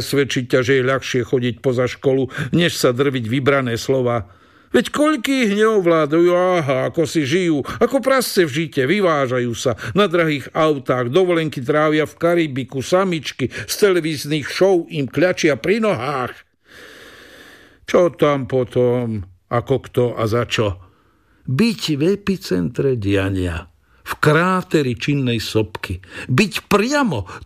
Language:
Slovak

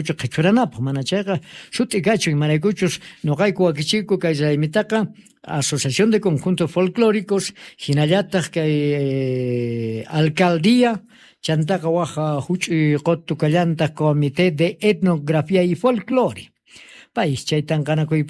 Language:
Quechua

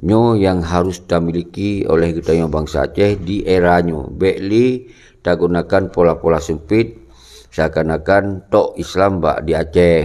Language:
Achinese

